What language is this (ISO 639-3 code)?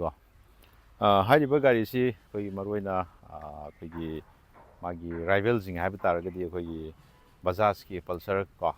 mni